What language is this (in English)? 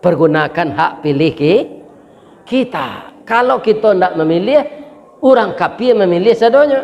Minangkabau